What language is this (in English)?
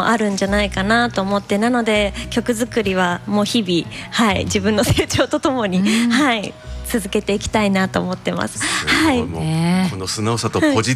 Japanese